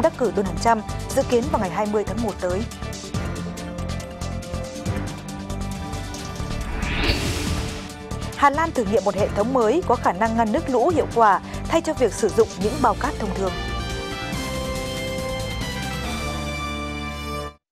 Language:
Vietnamese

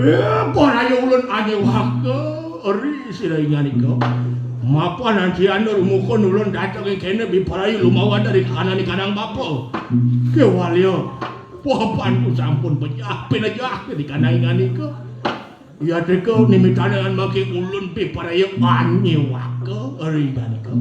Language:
Balinese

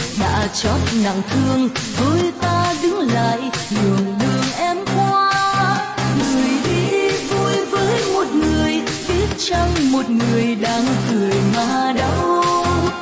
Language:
Vietnamese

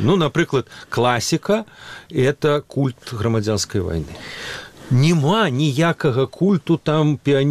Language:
Belarusian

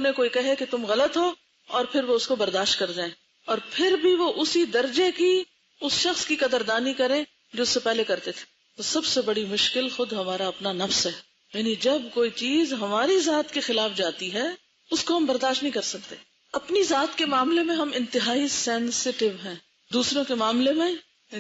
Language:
Urdu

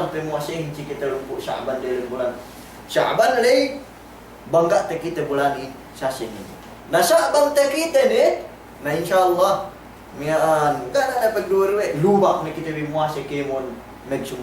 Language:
Yakan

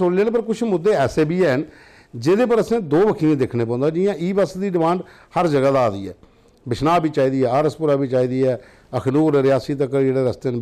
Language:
Dogri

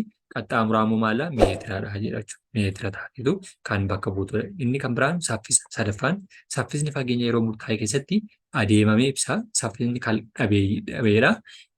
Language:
Oromo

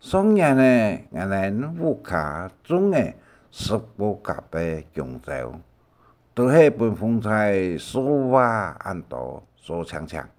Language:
Hakka Chinese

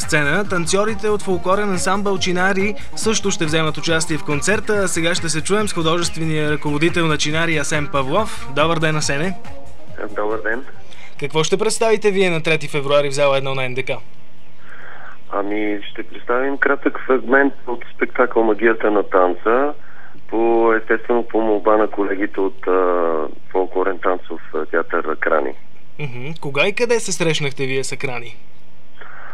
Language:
Bulgarian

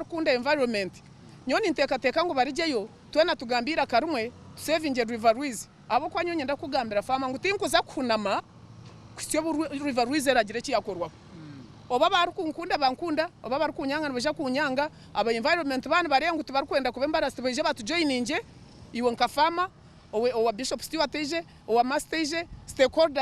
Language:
Nyankole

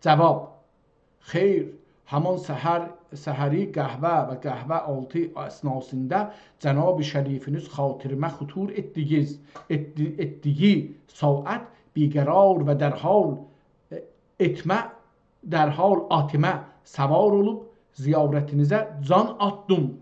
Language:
South Azerbaijani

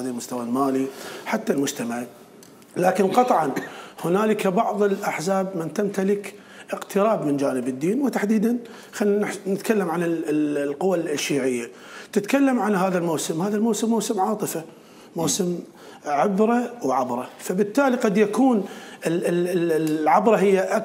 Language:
Mesopotamian Arabic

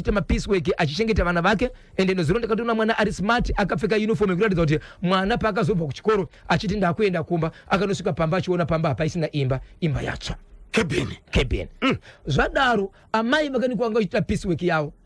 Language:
Shona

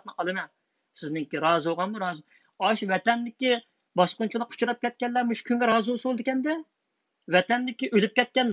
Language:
Uyghur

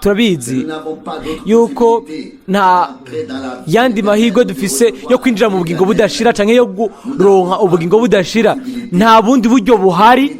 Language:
Rundi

